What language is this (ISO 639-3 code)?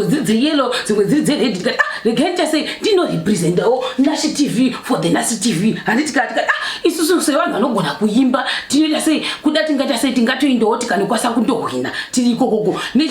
sna